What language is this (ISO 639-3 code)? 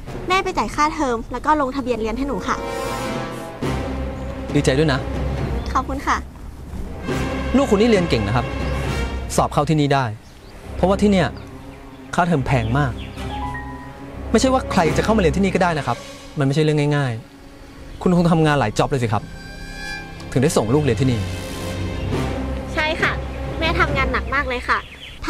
tha